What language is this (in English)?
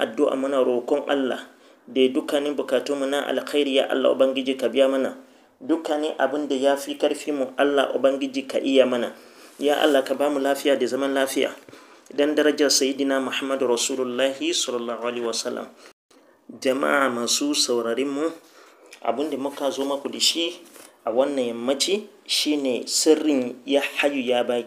Hausa